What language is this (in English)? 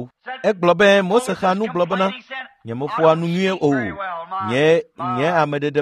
Ewe